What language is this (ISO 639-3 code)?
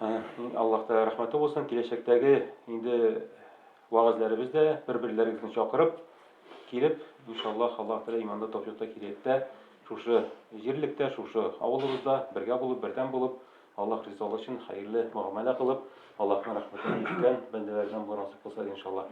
tat